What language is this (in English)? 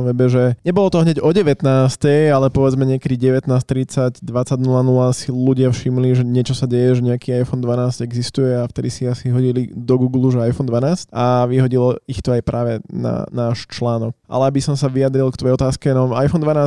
Slovak